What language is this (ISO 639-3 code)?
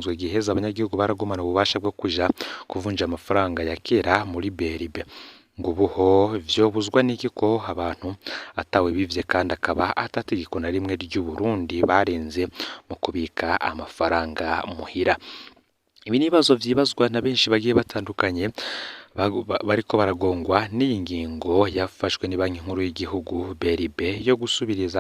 run